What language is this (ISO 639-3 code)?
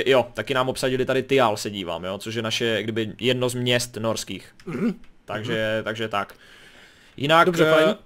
ces